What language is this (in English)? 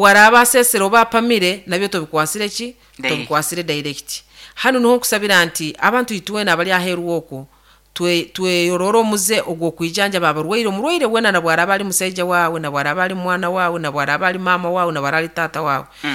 Nyoro